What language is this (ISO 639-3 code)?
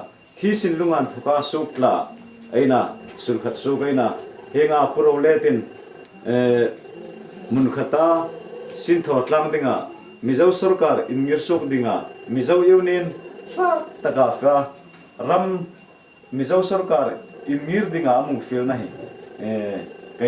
hmr